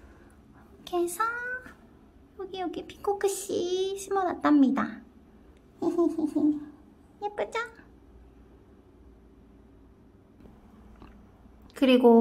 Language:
Korean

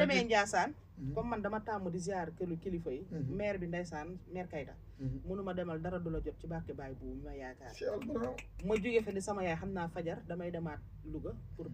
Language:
Wolof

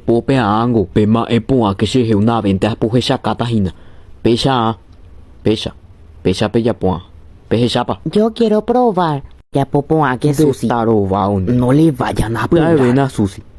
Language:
Guarani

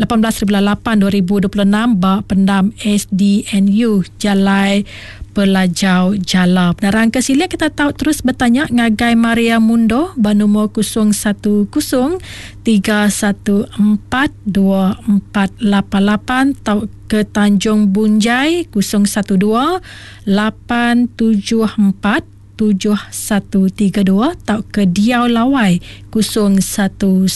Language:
Iban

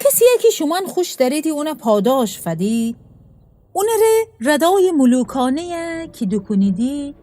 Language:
Gilaki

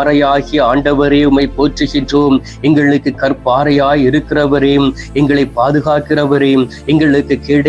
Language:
Tamil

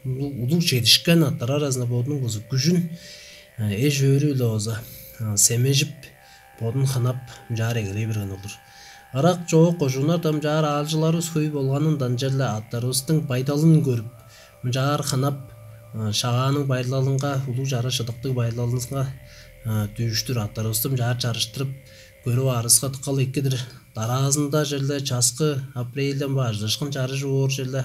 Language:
Tuvinian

